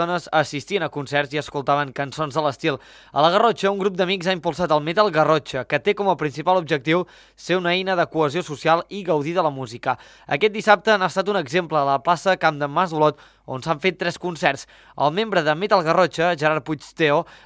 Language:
Catalan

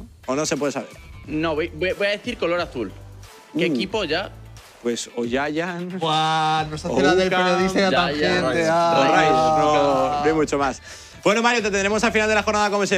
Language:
Spanish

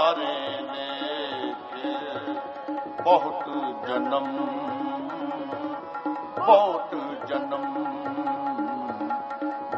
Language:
Punjabi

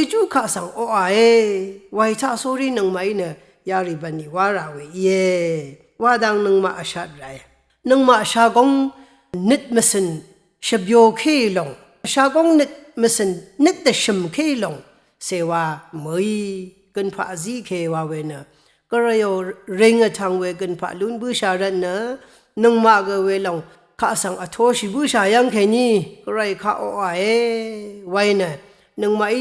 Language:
Rawang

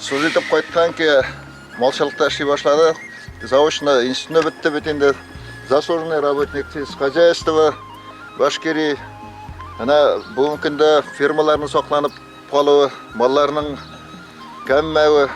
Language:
Bashkir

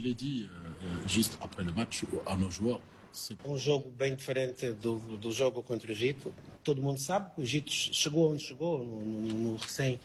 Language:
Portuguese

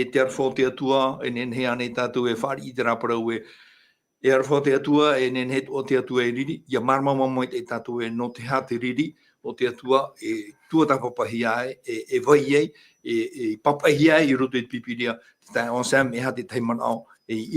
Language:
Tahitian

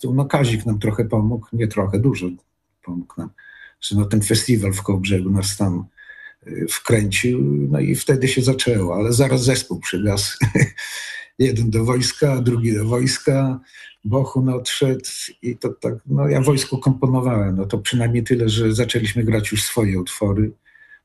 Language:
Polish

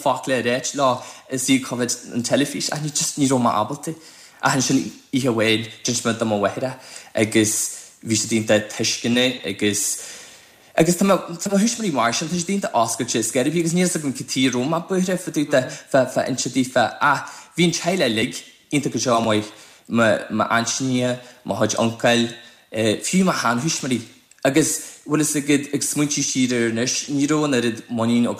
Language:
Irish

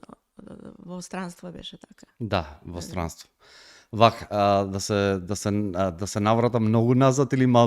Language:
Macedonian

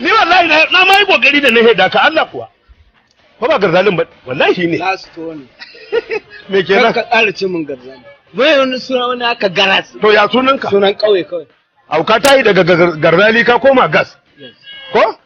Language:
Hausa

